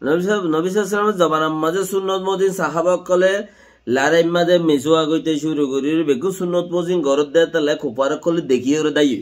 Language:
Rohingya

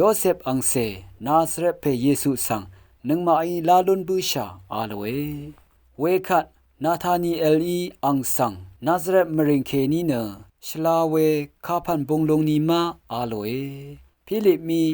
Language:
Rawang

